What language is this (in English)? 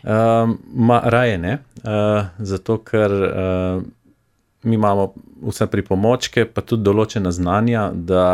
Slovenian